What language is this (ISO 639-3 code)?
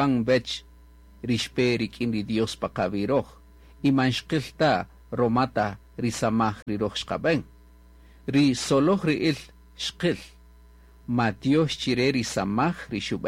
cak